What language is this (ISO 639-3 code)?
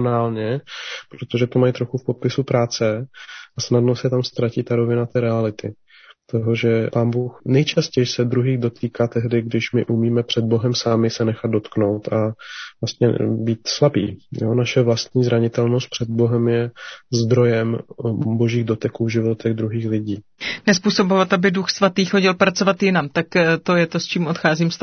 ces